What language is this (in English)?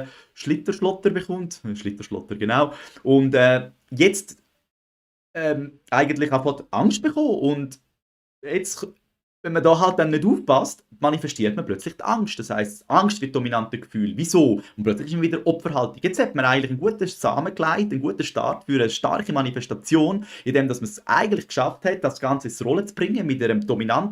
Swiss German